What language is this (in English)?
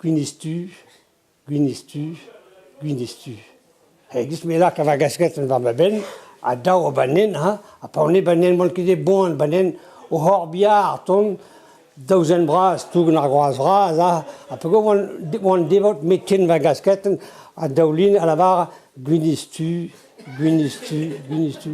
Breton